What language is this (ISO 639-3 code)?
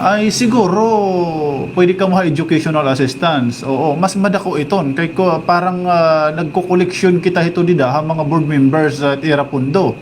war